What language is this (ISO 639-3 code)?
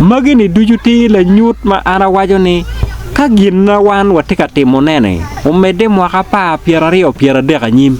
ach